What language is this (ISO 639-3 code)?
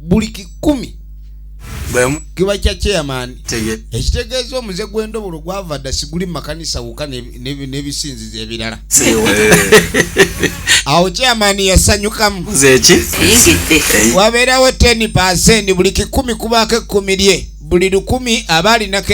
lug